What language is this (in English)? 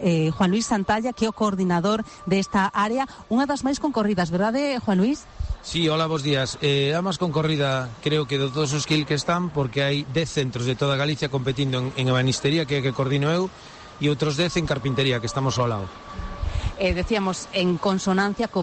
Galician